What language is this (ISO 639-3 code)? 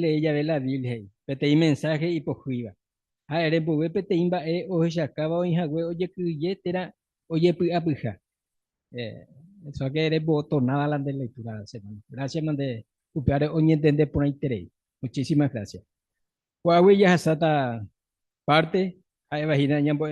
grn